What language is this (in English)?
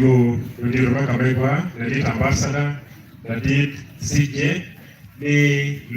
Acoli